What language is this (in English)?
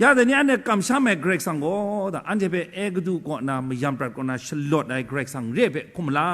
Kachin